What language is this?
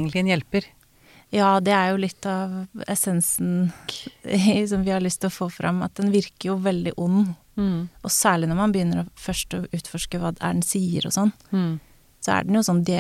Norwegian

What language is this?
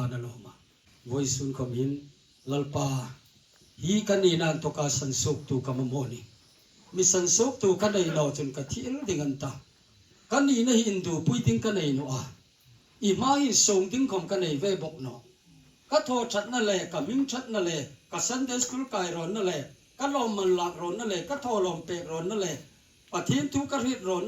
Hmar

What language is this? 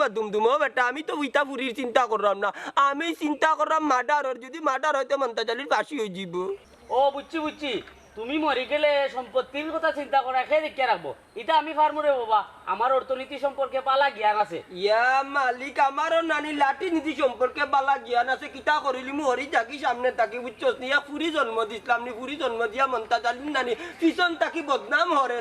Sylheti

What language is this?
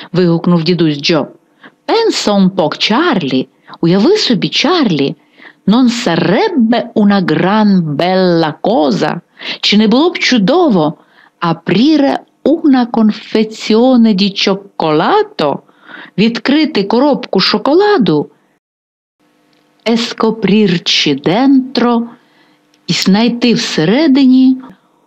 Ukrainian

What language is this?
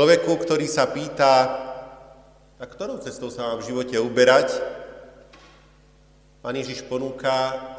Slovak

